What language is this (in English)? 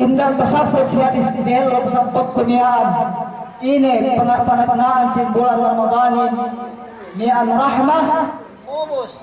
Yakan